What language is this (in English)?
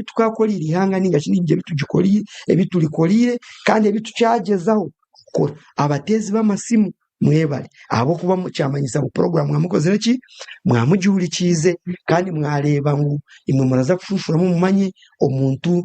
Nyankole